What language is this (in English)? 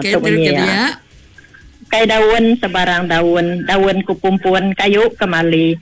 Iban